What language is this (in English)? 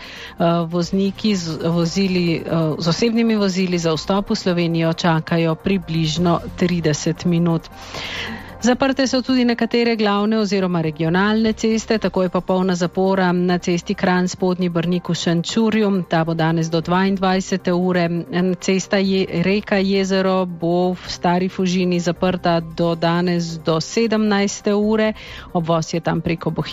Slovenian